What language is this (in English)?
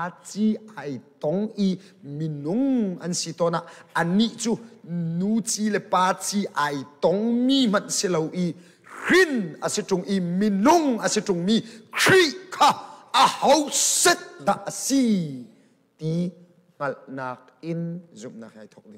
Hakha Chin